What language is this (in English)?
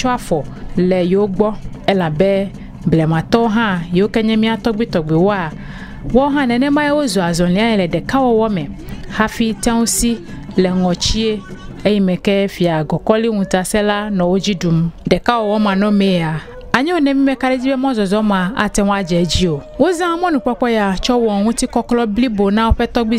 Ewe